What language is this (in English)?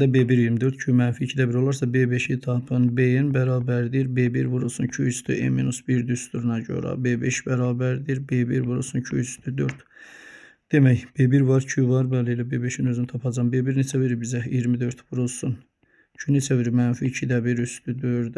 Azerbaijani